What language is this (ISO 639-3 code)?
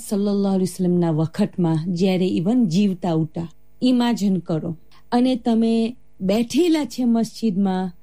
guj